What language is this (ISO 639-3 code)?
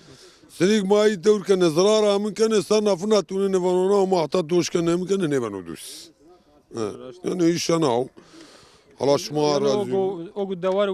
zza